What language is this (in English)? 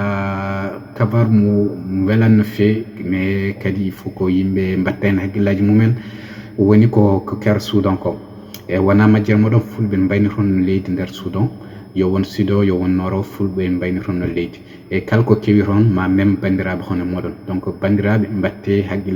Fula